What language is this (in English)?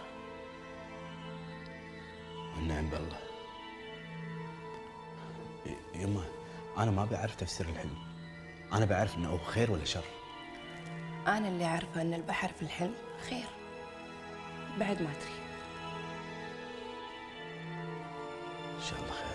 Gulf Arabic